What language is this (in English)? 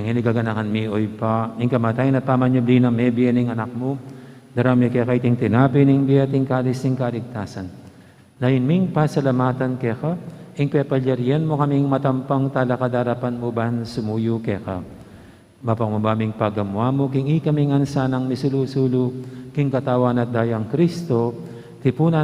Pampanga